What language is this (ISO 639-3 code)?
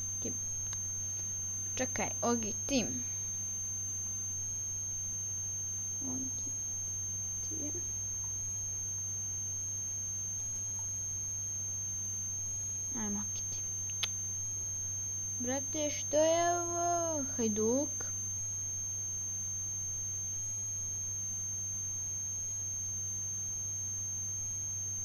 hrv